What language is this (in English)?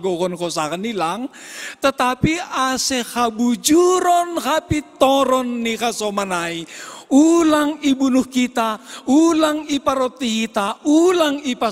Batak Simalungun